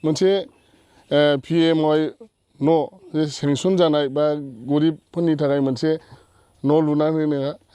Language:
Bodo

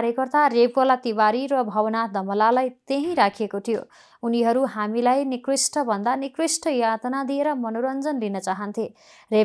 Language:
Nepali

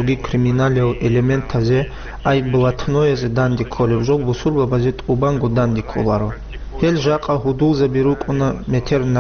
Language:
Avaric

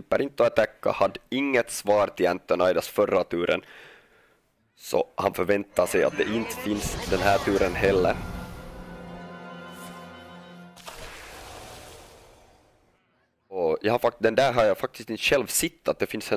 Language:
Swedish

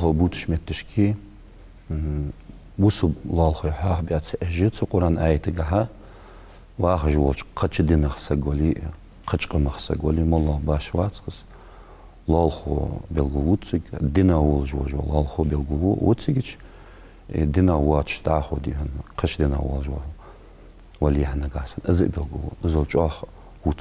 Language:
Ingush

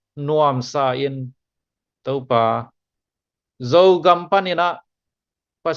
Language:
Tedim Chin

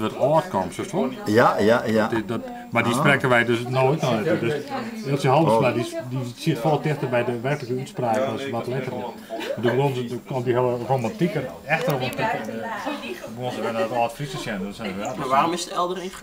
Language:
Western Frisian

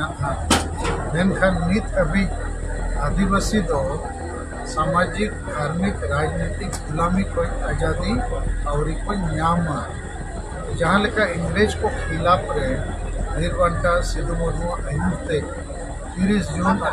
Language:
Santali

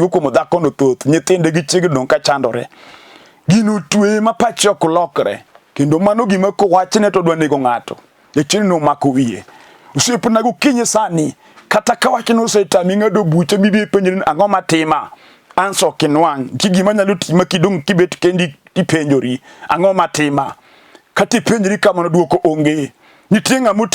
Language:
Luo (Kenya and Tanzania)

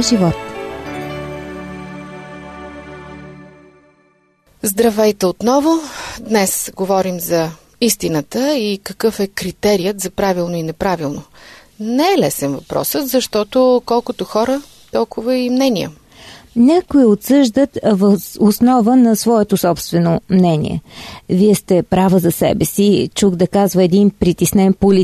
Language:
Bulgarian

